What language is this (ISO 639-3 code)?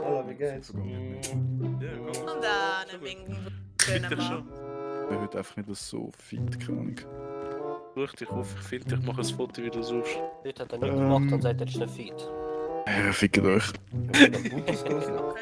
gsw